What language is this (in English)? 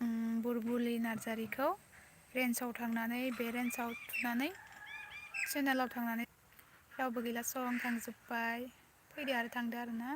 Bodo